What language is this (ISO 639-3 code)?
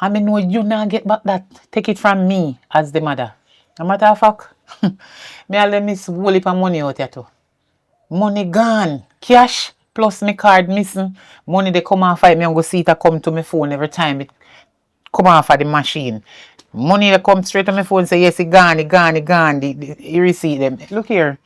jam